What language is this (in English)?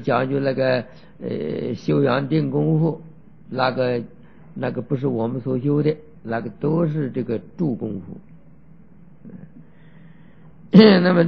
Chinese